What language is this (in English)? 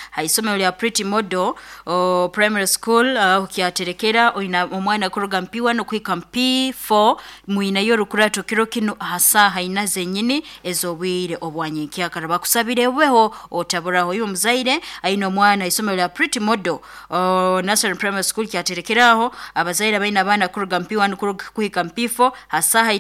Nyoro